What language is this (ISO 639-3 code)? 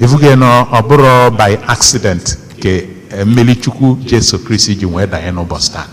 ibo